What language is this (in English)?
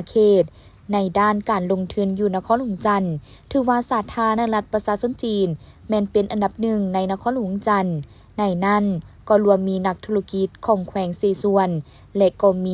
Lao